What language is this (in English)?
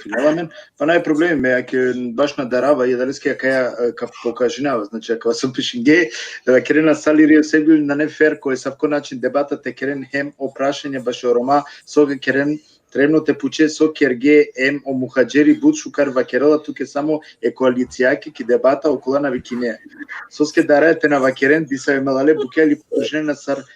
Balkan Romani